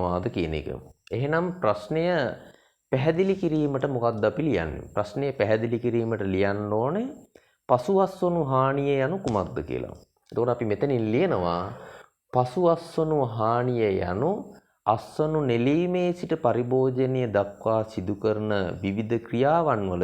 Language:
Sinhala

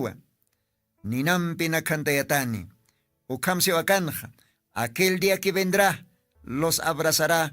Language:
Aymara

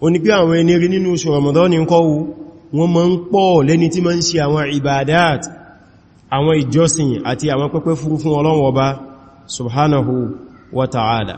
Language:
Yoruba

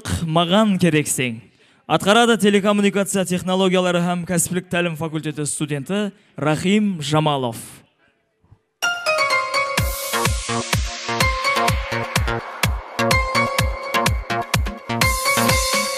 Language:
Kara-Kalpak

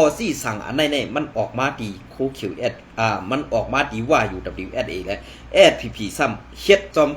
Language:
Shan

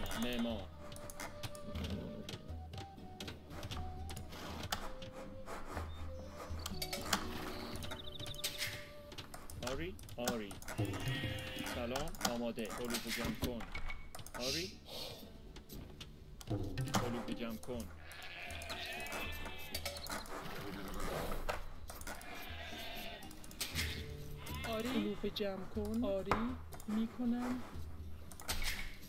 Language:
Persian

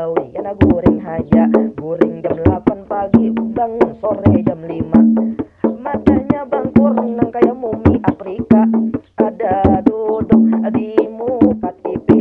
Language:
Banjar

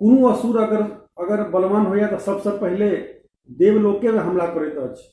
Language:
Maithili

